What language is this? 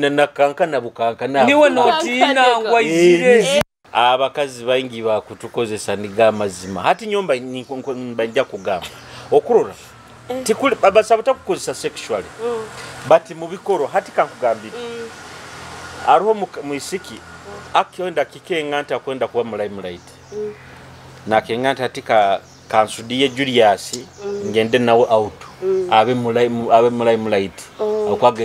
Nyoro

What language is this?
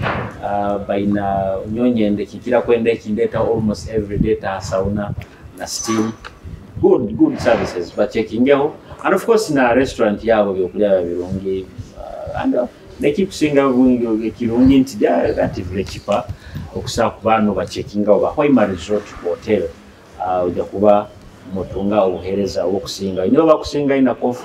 Nyoro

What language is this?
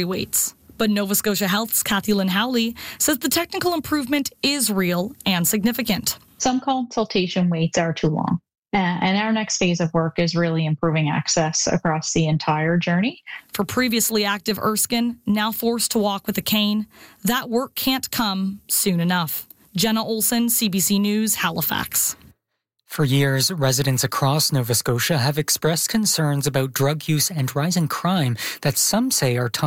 English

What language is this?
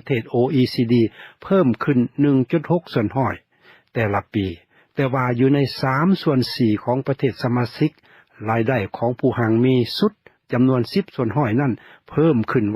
Lao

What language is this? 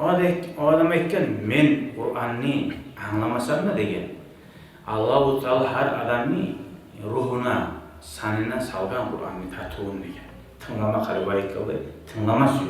Kumyk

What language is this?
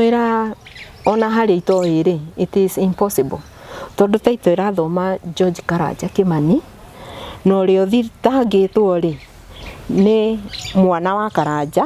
Kikuyu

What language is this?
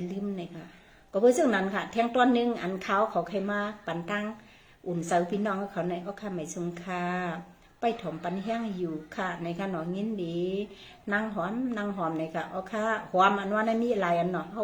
Shan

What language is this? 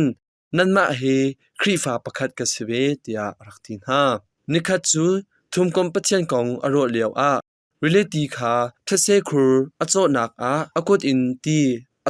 Hakha Chin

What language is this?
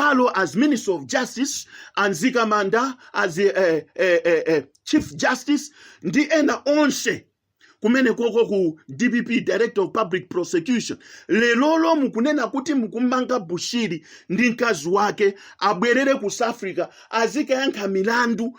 Nyanja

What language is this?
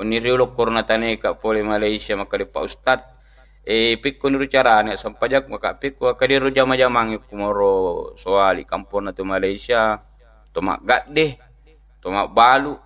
Buginese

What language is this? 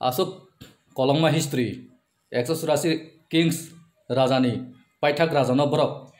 Kok Borok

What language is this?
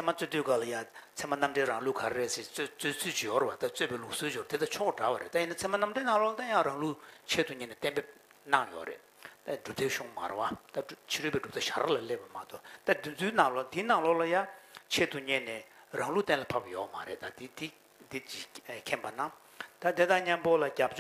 Tibetan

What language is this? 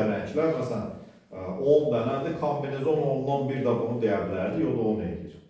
Azerbaijani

